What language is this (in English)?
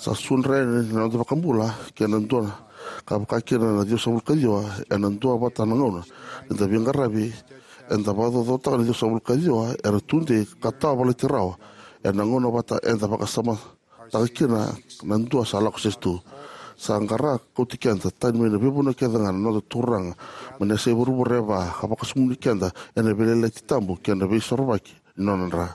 Fijian